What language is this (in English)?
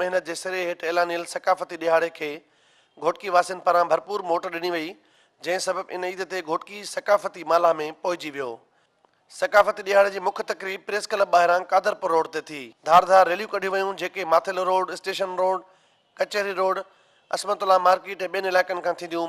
Sindhi